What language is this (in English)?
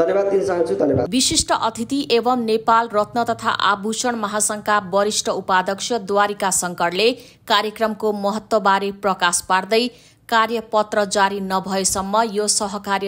Nepali